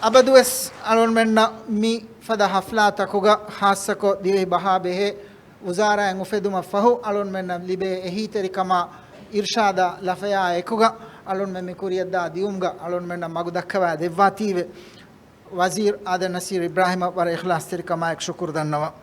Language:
Divehi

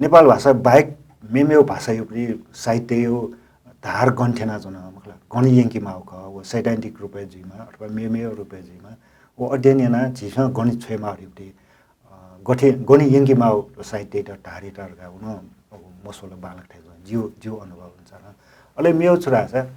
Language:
Newari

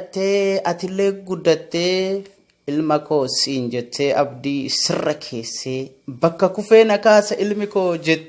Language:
Oromo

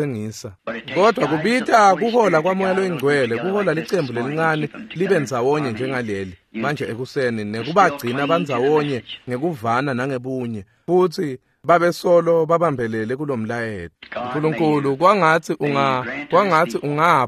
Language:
Swati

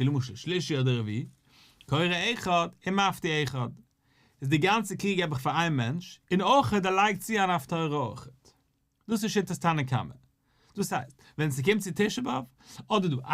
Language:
Yiddish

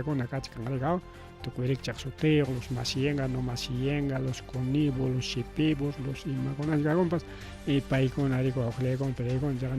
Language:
Ayacucho Quechua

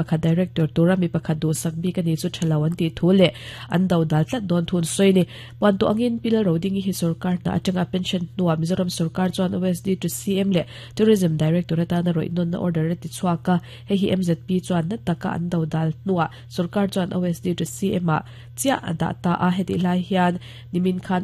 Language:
Mizo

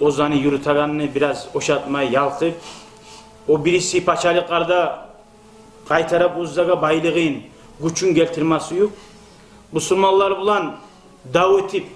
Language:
Kumyk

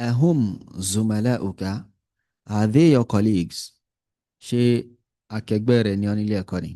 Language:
Yoruba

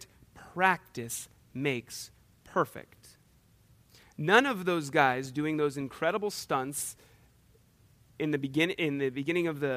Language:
English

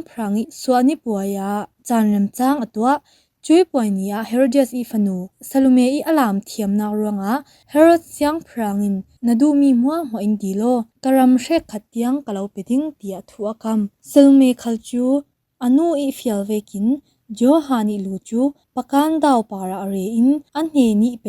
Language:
Falam Chin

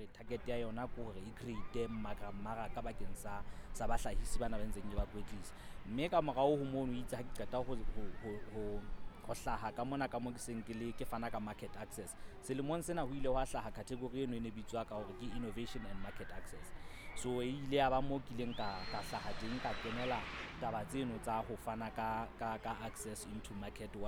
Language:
Southern Sotho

